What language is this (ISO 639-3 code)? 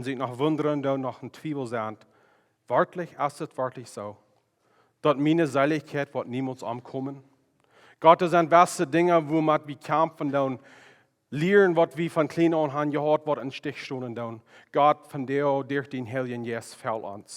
pdt